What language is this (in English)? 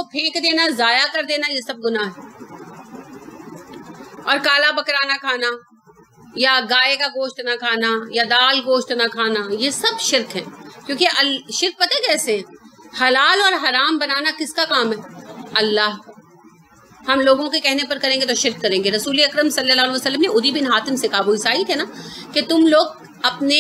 Urdu